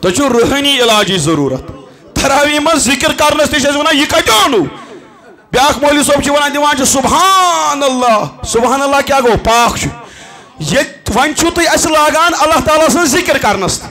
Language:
Kashmiri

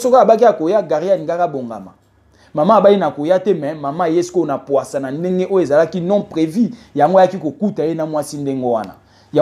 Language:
Lingala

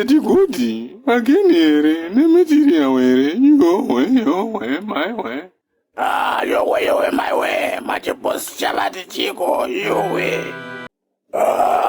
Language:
Shona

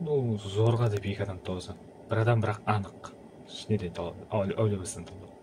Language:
Kara-Kalpak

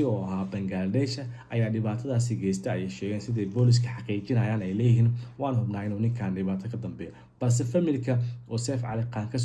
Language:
Somali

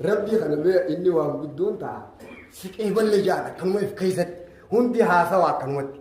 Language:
Oromo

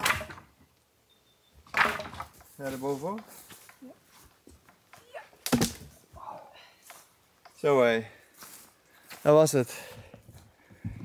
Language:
Dutch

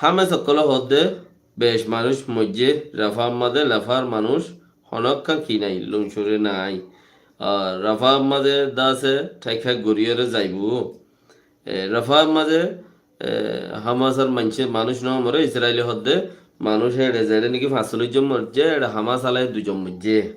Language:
Rohingya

